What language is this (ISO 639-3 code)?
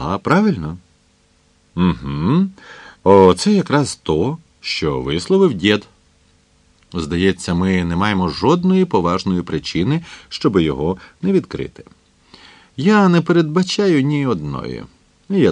ukr